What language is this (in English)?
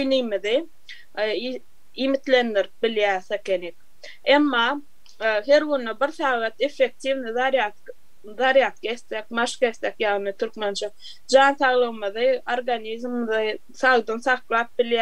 Turkmen